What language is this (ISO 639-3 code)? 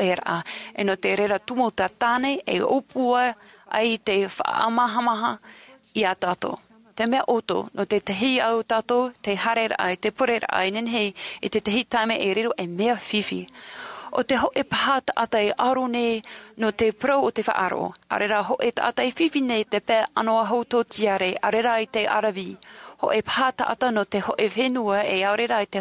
tah